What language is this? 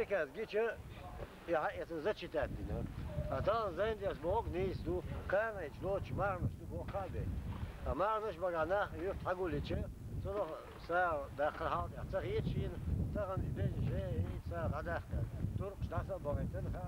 Chechen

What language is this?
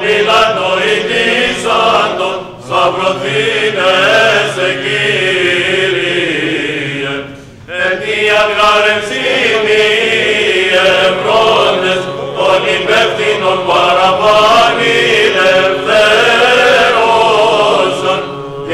Greek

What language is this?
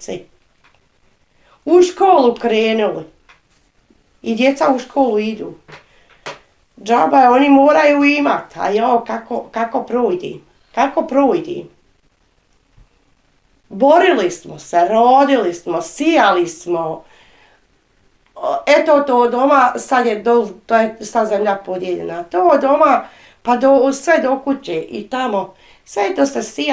Bosnian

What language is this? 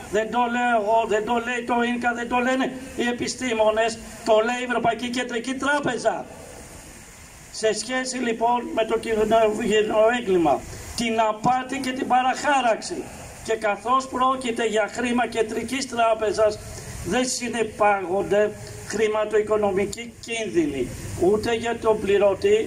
Greek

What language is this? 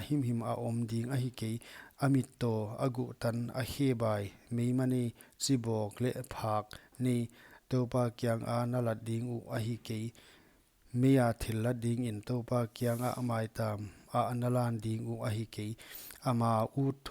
Paite Chin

